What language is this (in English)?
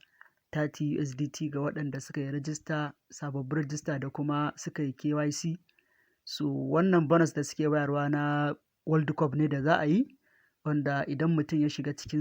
Hausa